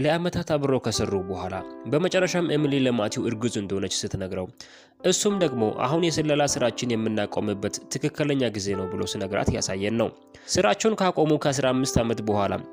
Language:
Amharic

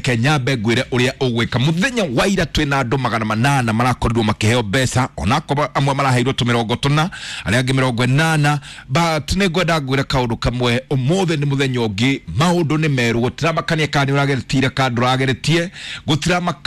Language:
Kikuyu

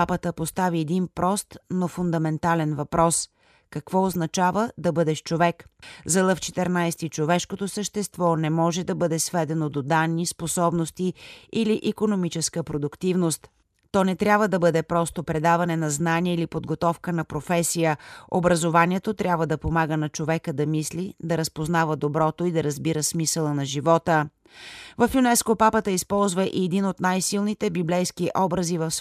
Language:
Bulgarian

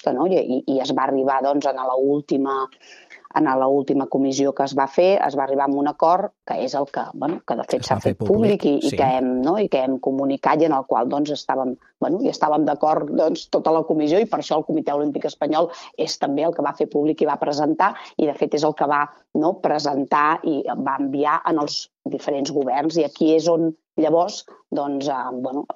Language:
Catalan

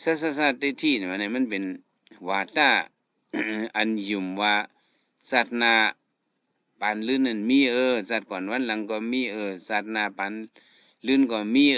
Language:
Shan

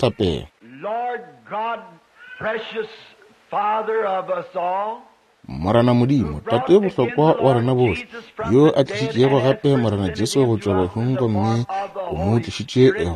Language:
Northern Sotho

